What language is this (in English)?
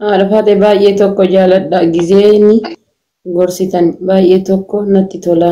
Oromo